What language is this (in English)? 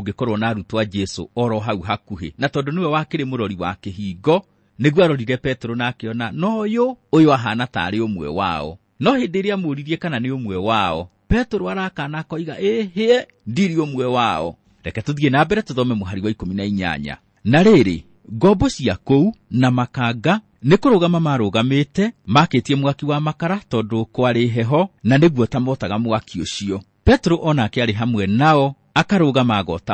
Kikuyu